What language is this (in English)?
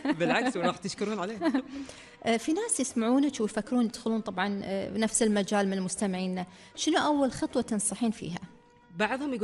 Gulf Arabic